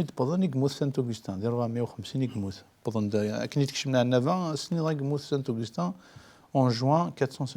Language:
Kabyle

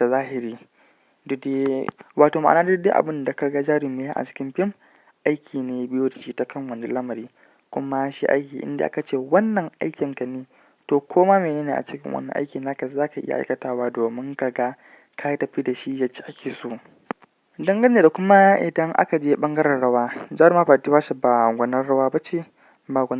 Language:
Hausa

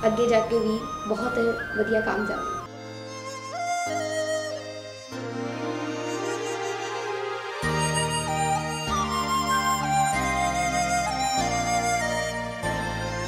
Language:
Punjabi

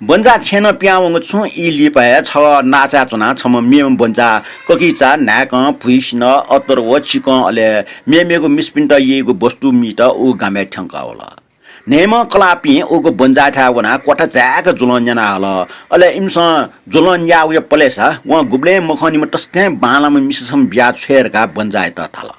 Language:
Newari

